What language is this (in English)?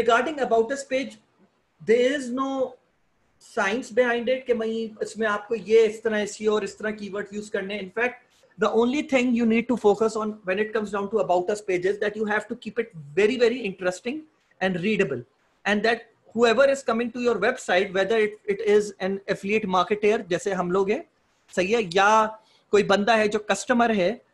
Hindi